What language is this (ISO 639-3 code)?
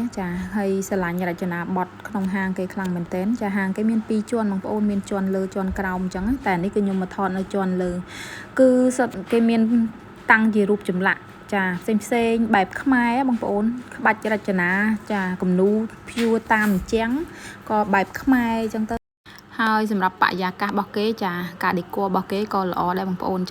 khm